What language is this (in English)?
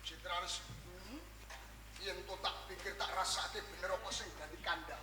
Javanese